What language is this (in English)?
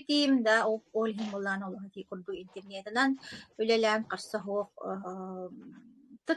Yakut